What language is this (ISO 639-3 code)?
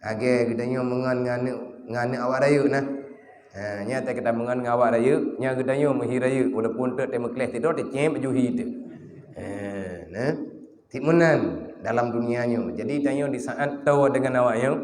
ace